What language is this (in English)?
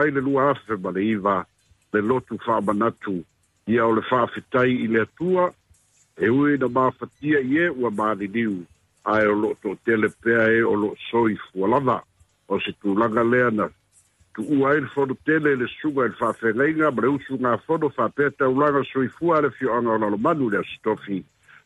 Samoan